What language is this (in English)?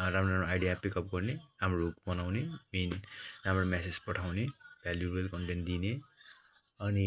Nepali